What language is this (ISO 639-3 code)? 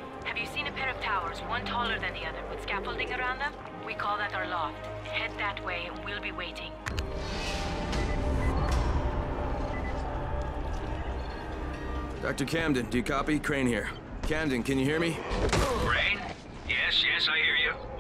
eng